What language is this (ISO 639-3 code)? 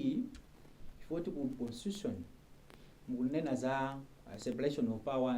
nya